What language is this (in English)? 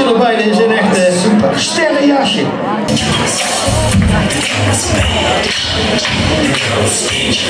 Dutch